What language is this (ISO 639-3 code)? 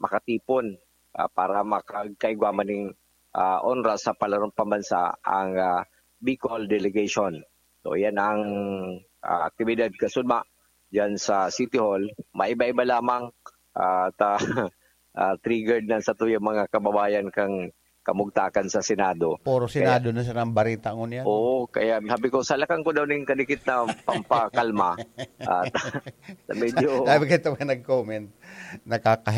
bik